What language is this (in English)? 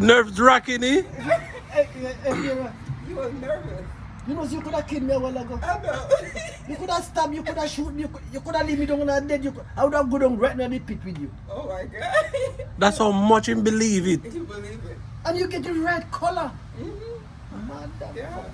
Jamaican Creole English